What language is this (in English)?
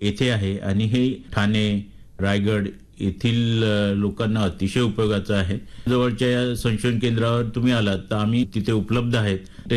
Marathi